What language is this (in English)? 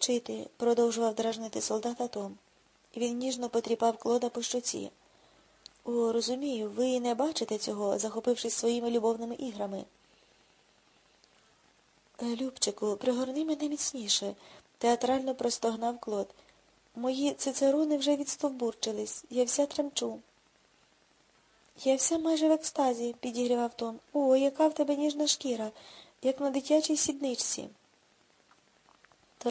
Ukrainian